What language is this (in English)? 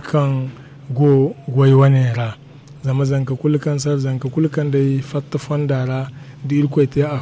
Zarma